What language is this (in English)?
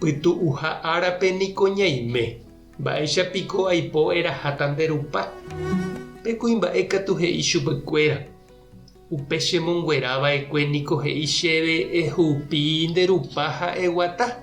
Guarani